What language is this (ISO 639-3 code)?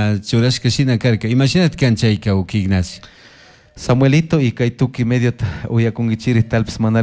qug